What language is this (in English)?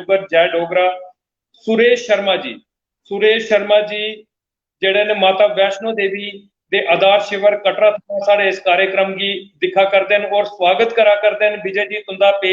Dogri